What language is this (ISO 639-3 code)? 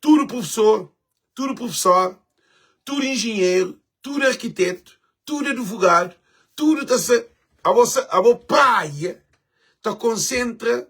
kea